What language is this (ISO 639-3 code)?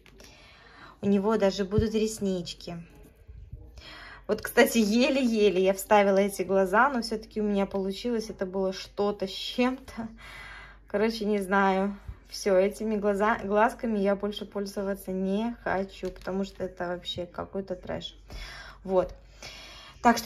rus